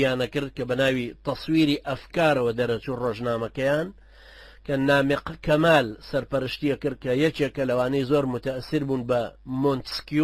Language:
Central Kurdish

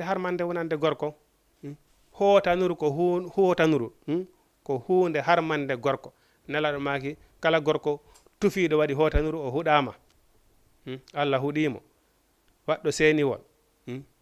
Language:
Fula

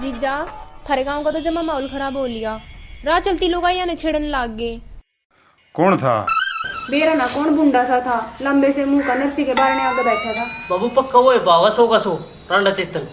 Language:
Haryanvi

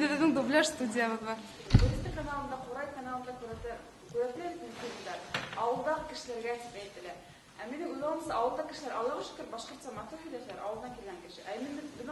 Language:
Bashkir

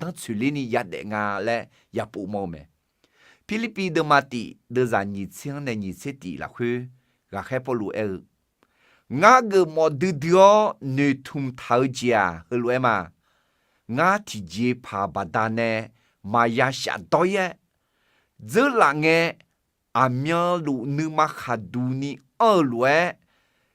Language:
Akha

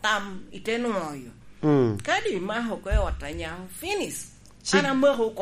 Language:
Lango (Uganda)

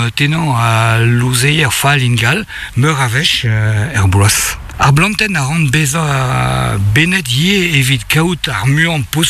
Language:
Breton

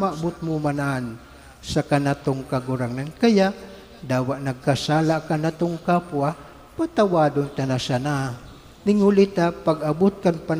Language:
Bikol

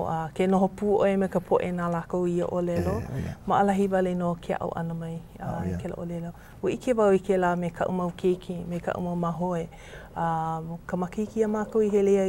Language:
Hawaiian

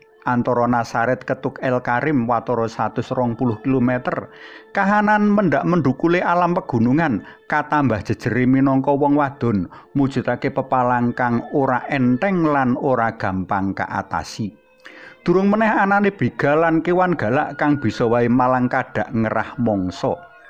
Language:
Javanese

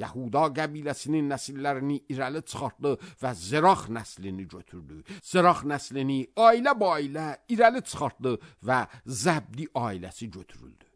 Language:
Azerbaijani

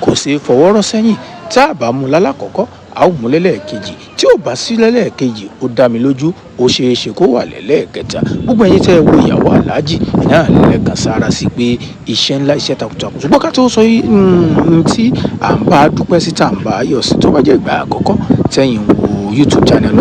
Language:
Yoruba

